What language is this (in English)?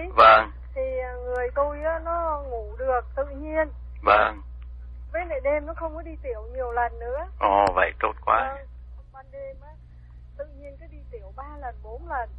Vietnamese